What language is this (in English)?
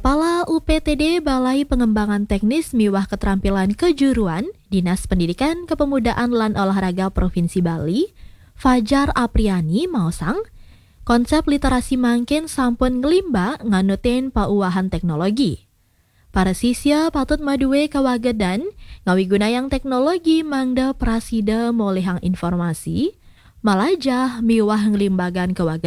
Balinese